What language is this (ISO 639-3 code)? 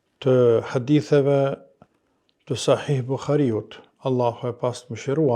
sqi